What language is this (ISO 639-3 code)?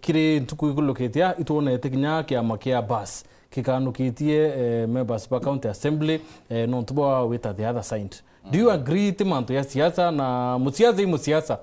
mer